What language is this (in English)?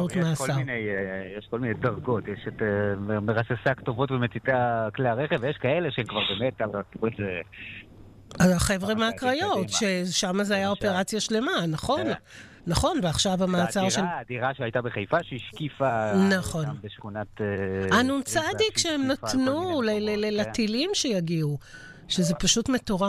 Hebrew